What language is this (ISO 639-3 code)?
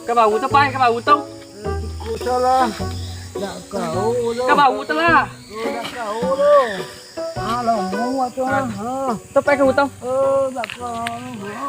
min